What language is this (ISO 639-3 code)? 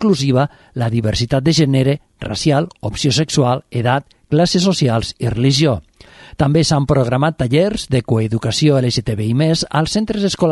cat